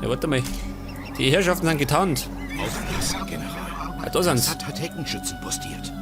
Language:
Bavarian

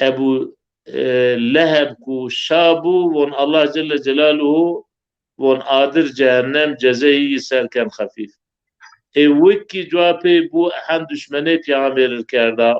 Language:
Zaza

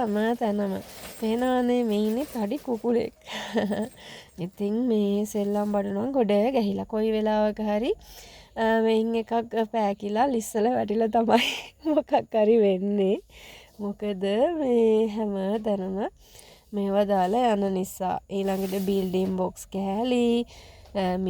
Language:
Sinhala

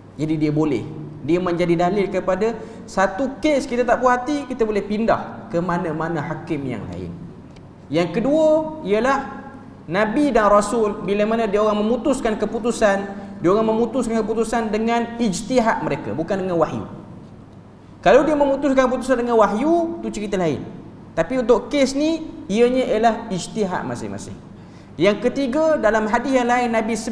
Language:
Malay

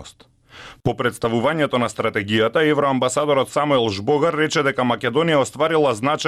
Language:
Macedonian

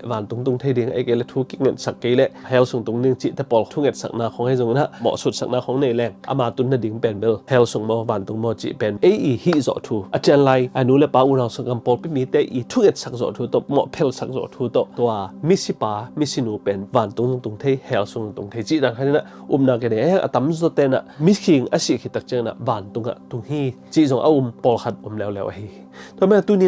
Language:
Tedim Chin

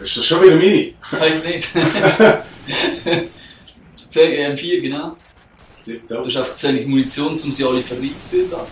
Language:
Swiss German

